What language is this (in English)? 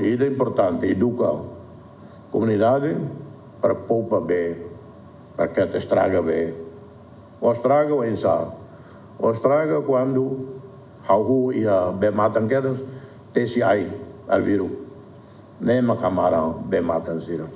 Tetum